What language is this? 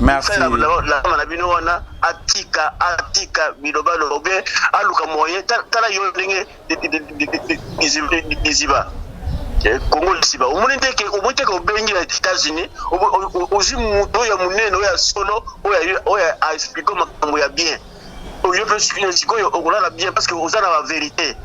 Lingala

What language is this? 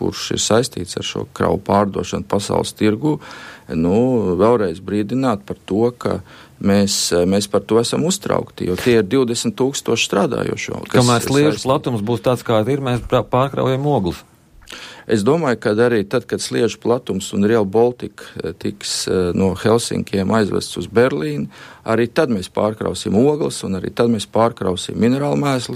Latvian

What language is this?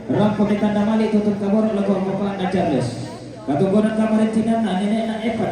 Toraja-Sa'dan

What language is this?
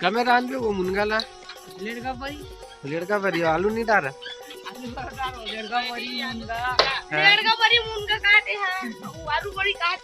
Chhattisgarhi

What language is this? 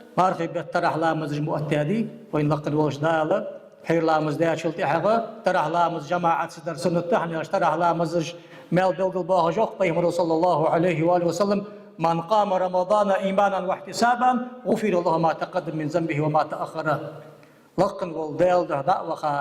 Ingush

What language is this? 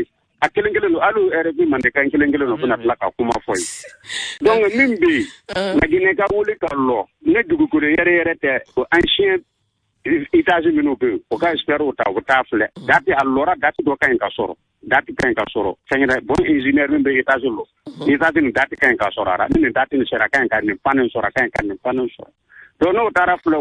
Bambara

